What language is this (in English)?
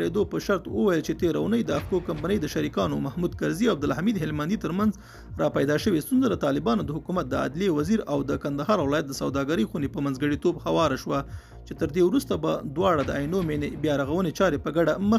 Pashto